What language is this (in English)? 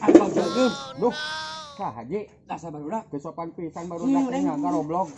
Sundanese